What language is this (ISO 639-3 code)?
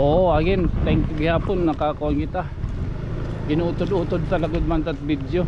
war